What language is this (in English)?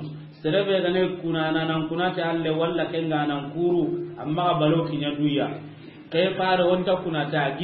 Soninke